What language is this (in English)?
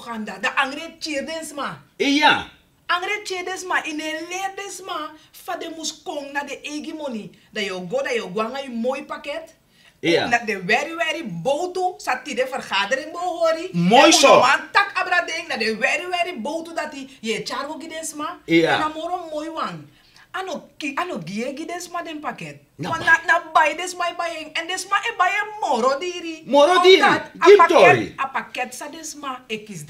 Sranan Tongo